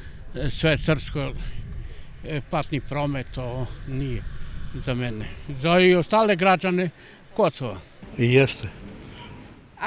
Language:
Serbian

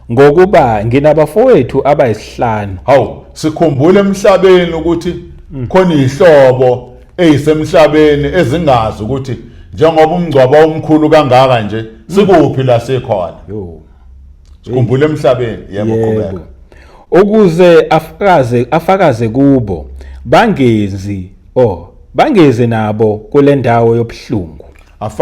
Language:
Zulu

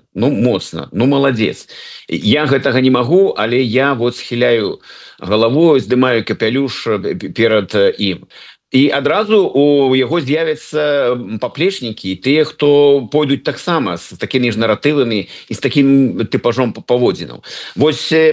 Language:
Belarusian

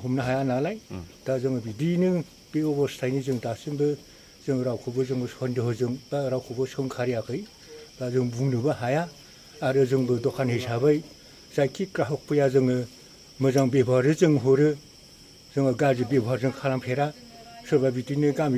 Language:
Bodo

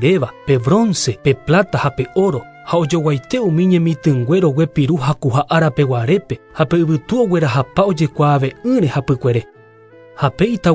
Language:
Guarani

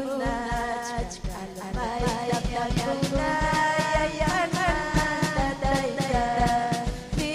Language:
Ayacucho Quechua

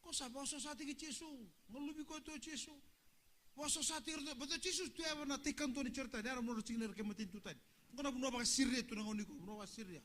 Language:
Fijian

